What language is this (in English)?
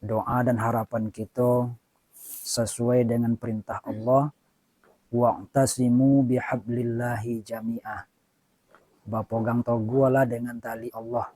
Minangkabau